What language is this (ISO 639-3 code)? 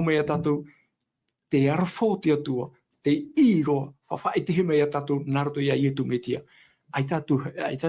tah